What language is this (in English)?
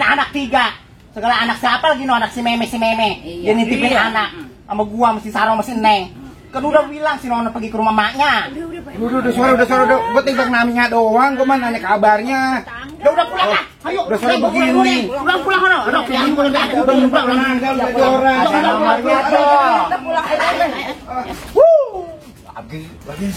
Betawi